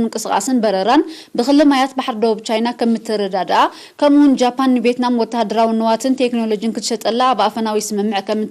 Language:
Tigrinya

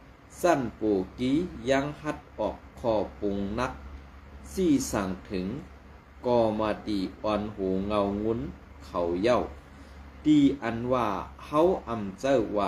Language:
Shan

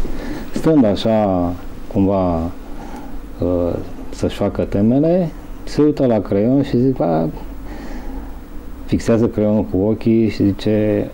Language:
Romanian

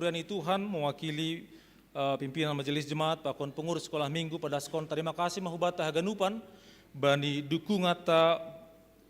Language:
Batak Simalungun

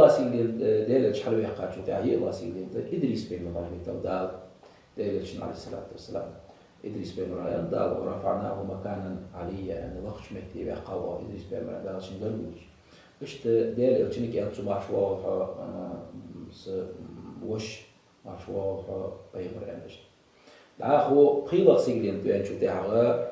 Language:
Ingush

